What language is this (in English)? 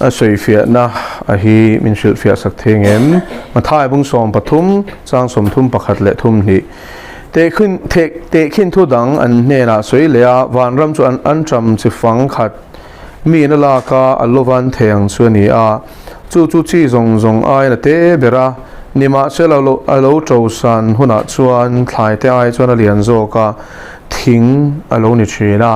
Mizo